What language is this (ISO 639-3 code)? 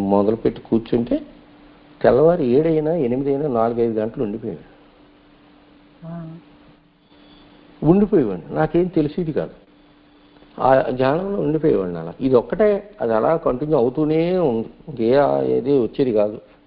tel